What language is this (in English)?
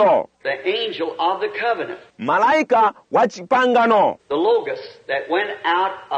Bemba